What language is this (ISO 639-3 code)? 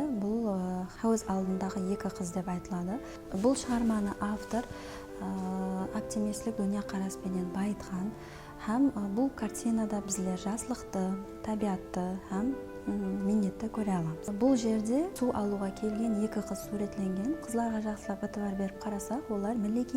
kaa